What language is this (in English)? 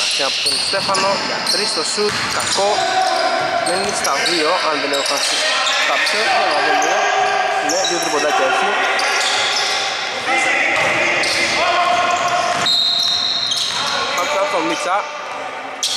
Greek